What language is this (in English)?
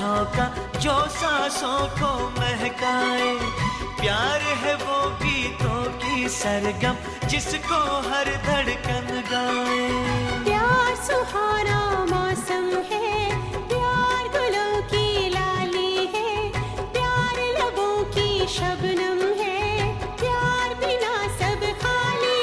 Hindi